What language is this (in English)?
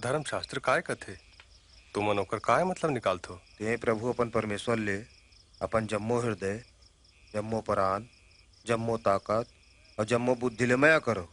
Chhattisgarhi